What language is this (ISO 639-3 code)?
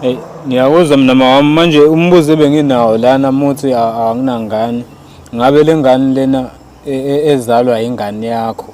zul